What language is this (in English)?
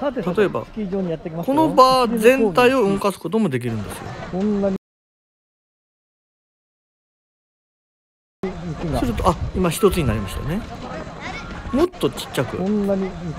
Japanese